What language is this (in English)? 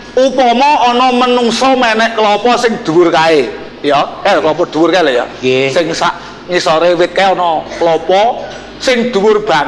Javanese